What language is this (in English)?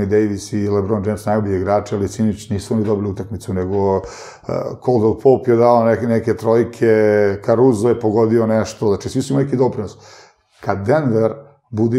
Serbian